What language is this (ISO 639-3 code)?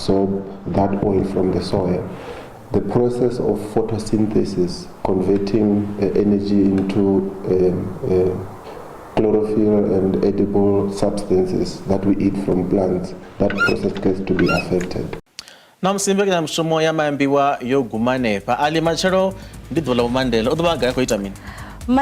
ven